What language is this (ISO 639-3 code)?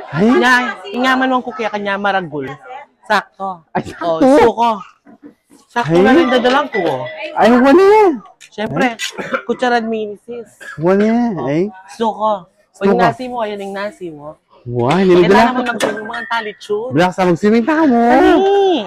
pam